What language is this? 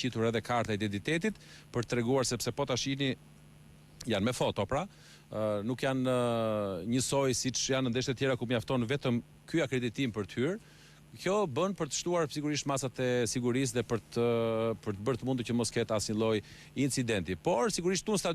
Albanian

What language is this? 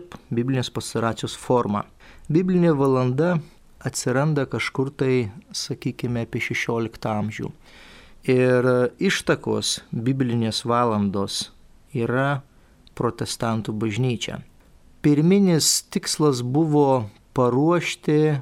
Lithuanian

